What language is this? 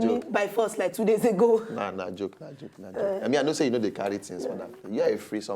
Nigerian Pidgin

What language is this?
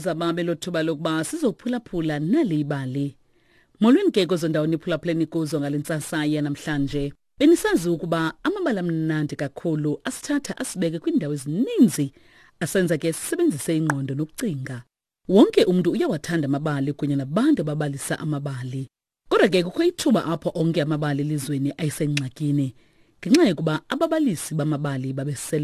Xhosa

